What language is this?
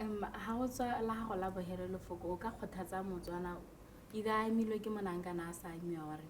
Tswana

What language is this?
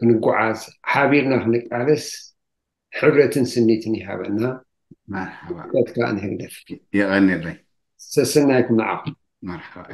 Tigrinya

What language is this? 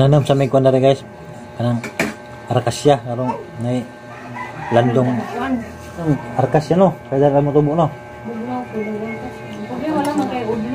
Cebuano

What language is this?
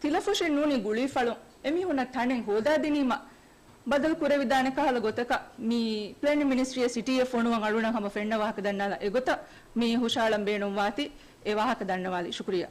Divehi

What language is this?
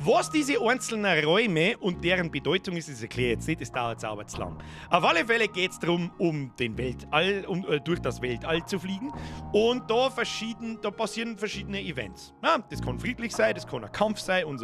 Bavarian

